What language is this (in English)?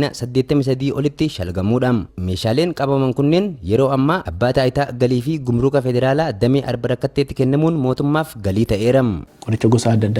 Oromo